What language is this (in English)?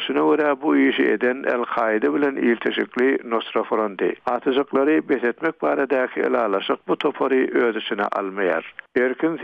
Turkmen